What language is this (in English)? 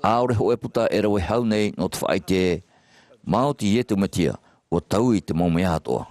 Tahitian